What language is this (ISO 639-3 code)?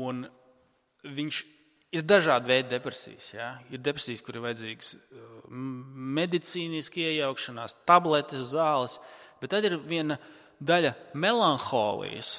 lav